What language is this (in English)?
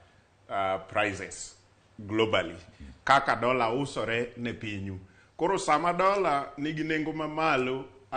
Luo (Kenya and Tanzania)